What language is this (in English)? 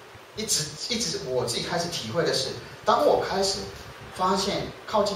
Chinese